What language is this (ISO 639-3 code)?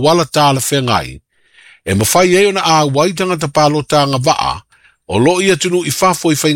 smo